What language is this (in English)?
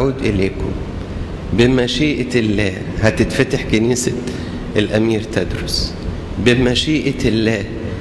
Egyptian Arabic